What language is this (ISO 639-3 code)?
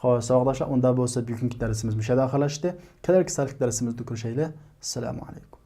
uig